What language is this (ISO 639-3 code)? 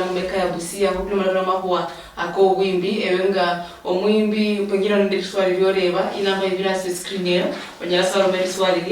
luy